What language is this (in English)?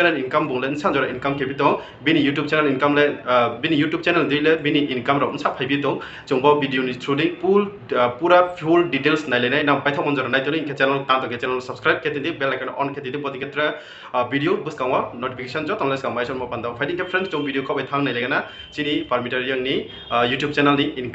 Riang (India)